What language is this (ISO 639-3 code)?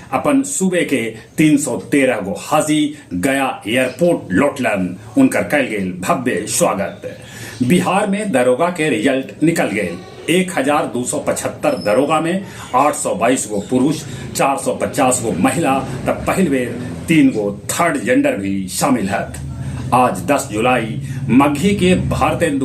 mag